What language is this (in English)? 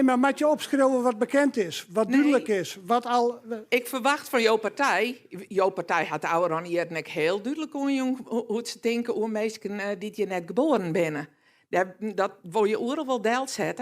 Western Frisian